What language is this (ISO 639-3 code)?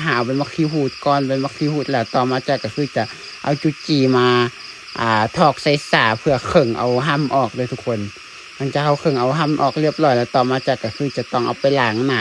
lao